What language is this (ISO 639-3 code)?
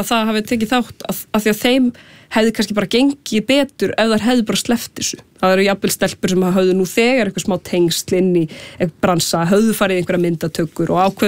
isl